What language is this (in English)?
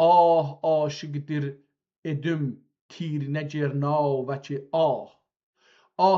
South Azerbaijani